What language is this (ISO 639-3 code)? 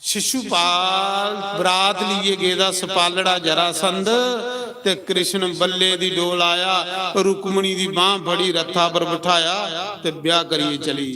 doi